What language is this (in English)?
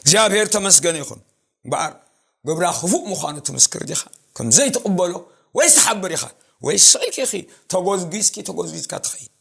Tigrinya